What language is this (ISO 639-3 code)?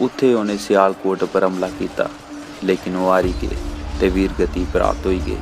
doi